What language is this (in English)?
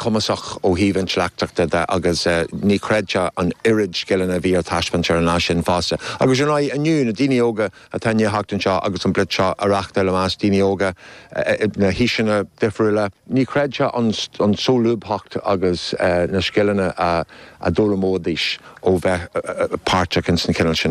Irish